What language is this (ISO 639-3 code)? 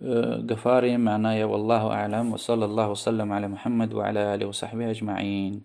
lez